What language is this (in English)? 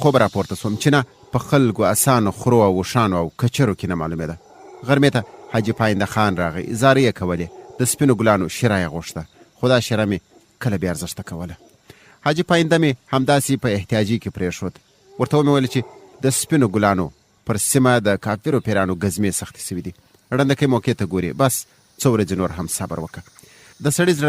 Pashto